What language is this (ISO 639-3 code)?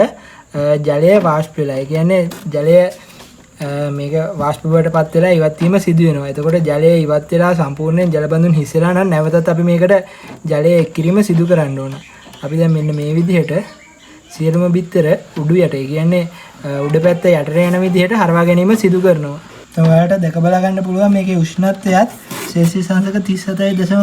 sin